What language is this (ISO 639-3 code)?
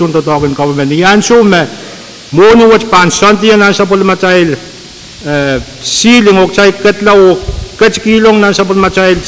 pon